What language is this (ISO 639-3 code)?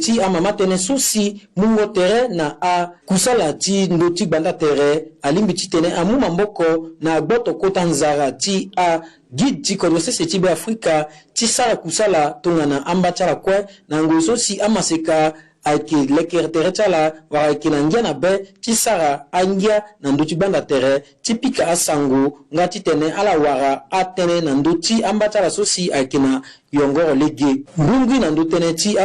sag